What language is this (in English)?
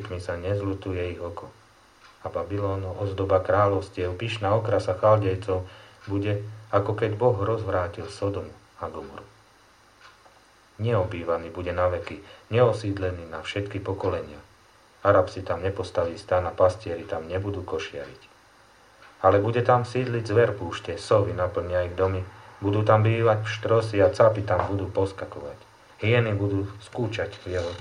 Slovak